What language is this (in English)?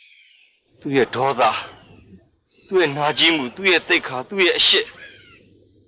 Burmese